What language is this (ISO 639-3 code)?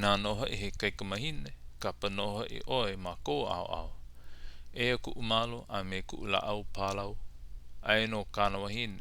haw